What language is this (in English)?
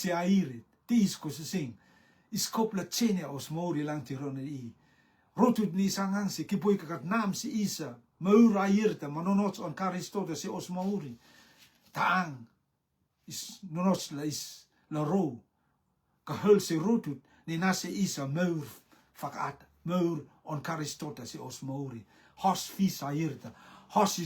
Rotuman